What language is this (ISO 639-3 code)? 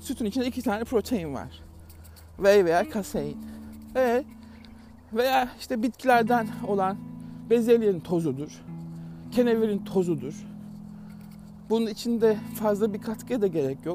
tur